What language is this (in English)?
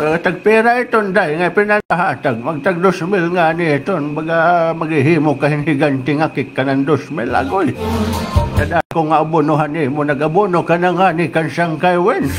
Waray